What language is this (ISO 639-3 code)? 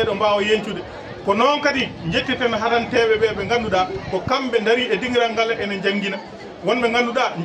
ful